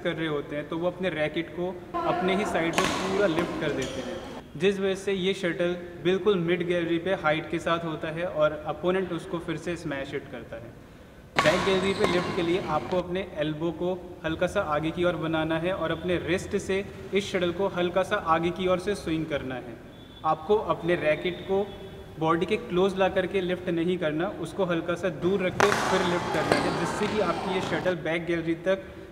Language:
Hindi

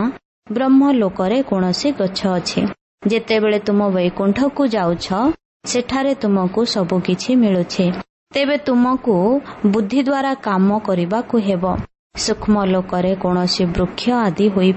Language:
Odia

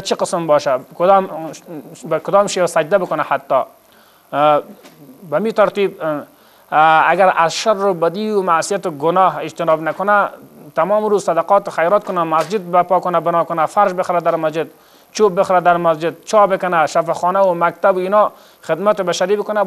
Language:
Persian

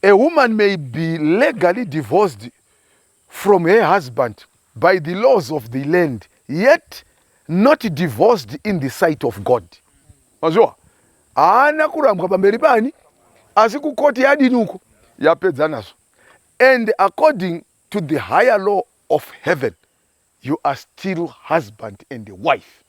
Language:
Shona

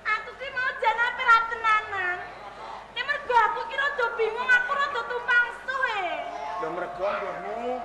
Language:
Javanese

